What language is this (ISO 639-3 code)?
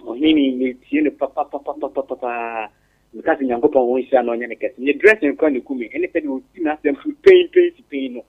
aka